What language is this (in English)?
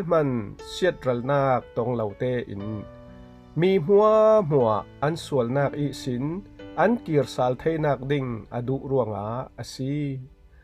Falam Chin